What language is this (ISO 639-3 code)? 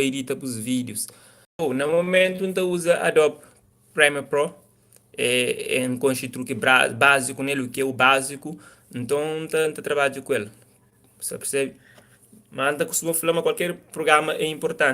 kea